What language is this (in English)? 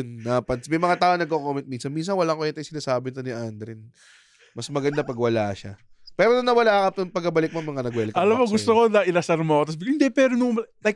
Filipino